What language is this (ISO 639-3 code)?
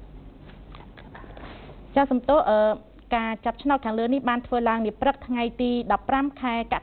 khm